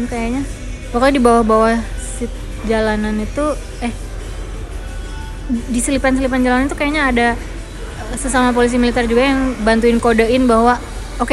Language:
Indonesian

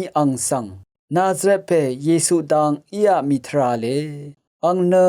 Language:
Rawang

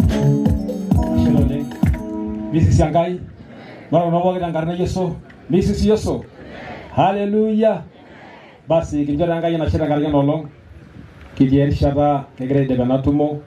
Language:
Masai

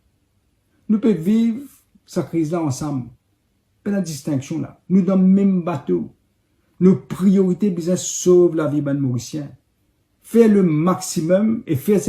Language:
Morisyen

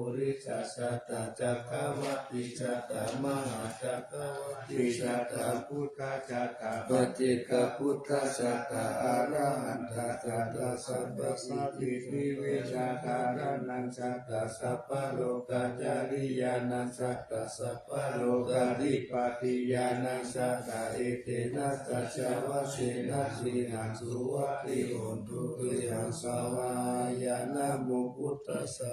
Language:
Pali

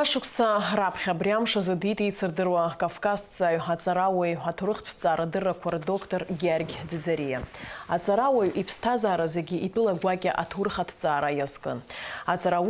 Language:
Abkhazian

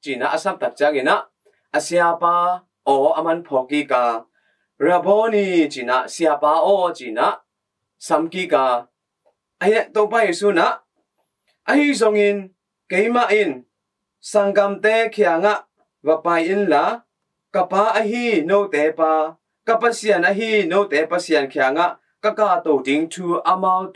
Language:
Tedim Chin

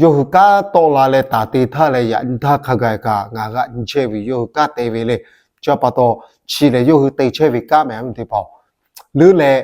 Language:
Lahu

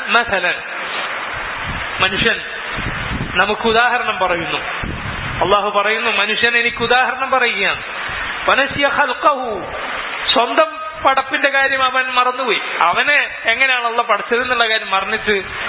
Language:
Malayalam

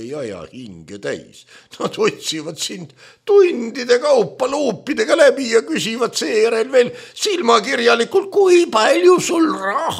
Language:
Estonian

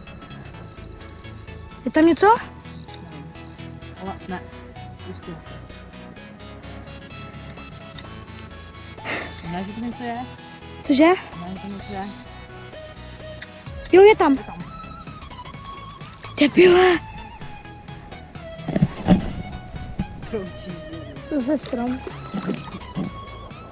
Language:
Czech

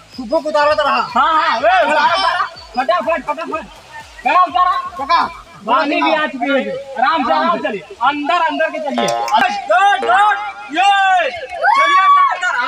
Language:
Awadhi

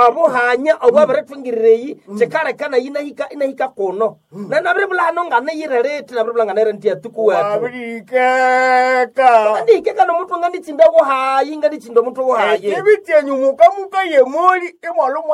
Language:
Nande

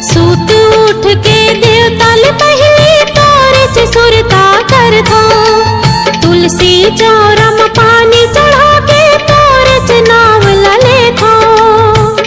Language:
Chhattisgarhi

